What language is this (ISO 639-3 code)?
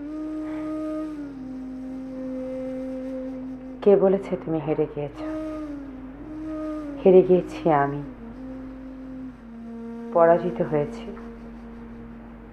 ben